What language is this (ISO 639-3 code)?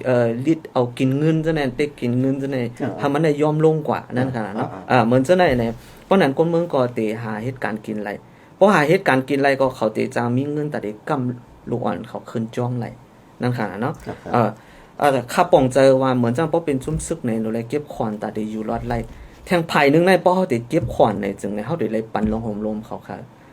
shn